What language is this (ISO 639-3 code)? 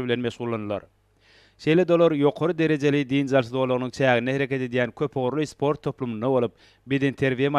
tuk